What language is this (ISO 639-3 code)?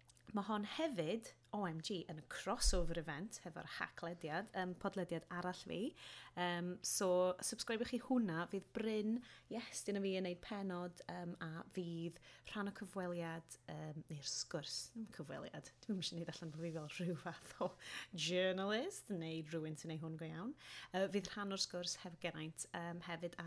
cym